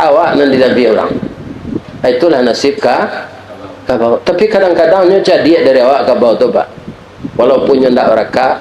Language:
Minangkabau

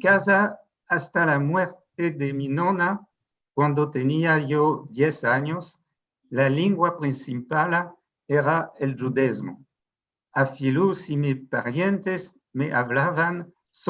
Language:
Ladino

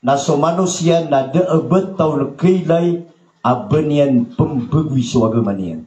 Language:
Maranao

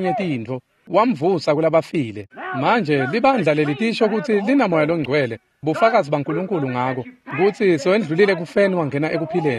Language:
Swati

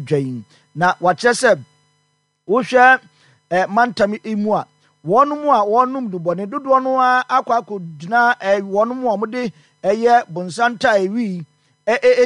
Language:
Akan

